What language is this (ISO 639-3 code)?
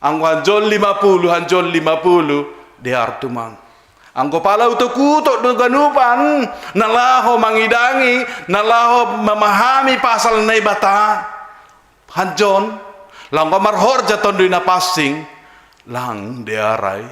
bts